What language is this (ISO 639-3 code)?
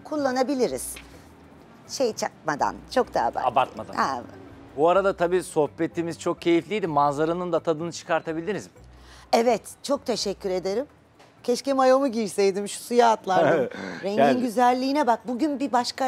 tur